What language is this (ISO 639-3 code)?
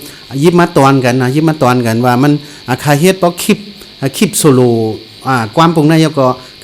shn